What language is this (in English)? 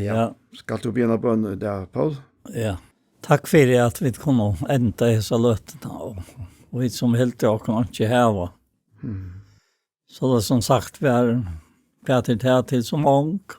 Faroese